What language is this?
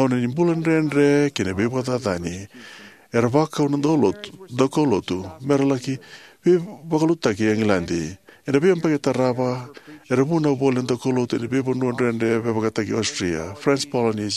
Fijian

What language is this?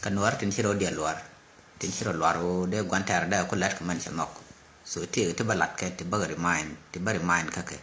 Nuer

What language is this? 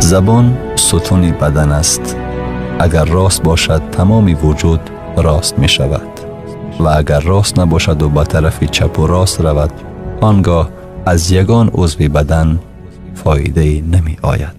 Tajik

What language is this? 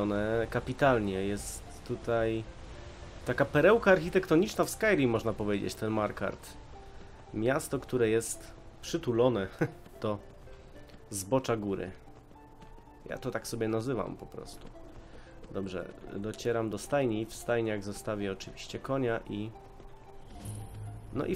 Polish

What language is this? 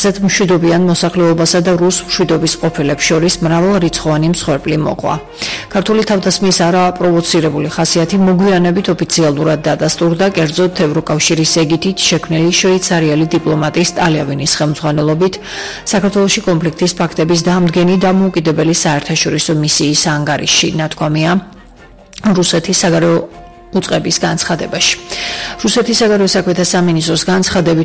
Georgian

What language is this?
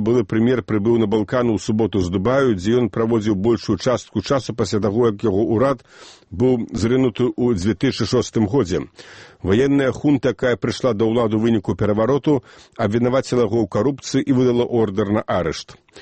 Belarusian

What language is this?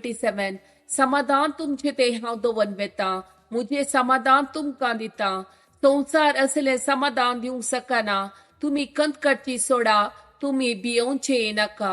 Konkani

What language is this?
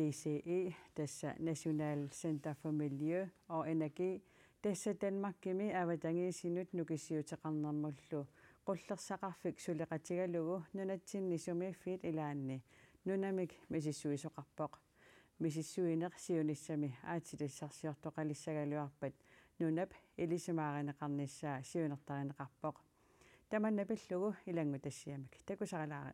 Kalaallisut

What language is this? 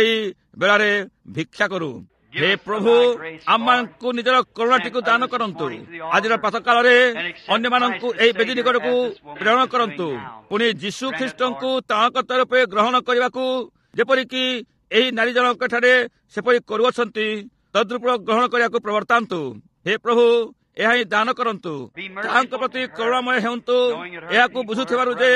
Odia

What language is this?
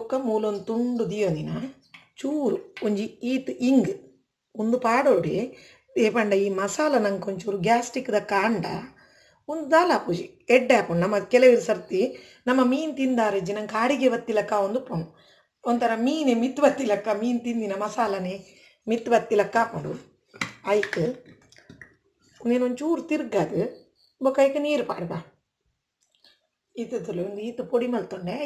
Tulu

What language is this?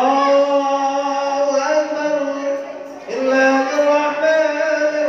Minangkabau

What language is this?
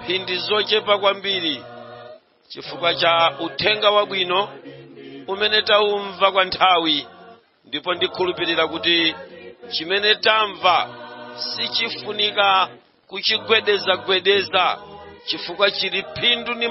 Nyanja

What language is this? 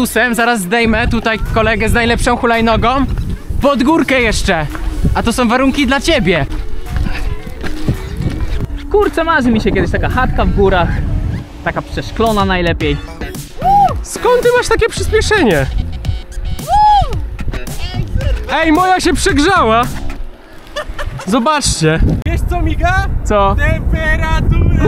Polish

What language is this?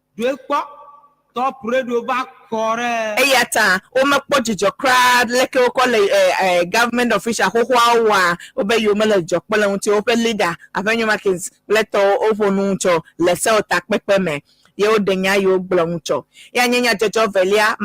Ewe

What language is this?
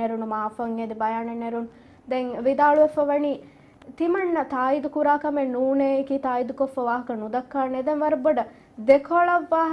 Divehi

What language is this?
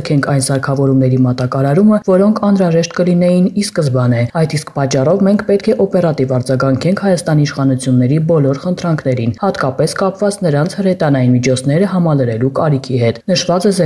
Armenian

